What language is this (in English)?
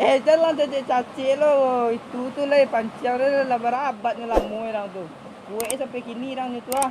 Minangkabau